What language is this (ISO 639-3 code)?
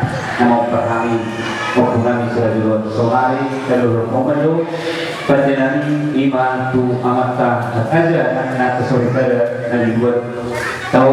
bbc